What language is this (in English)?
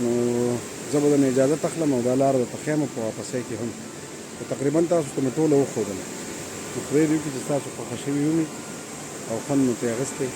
Pashto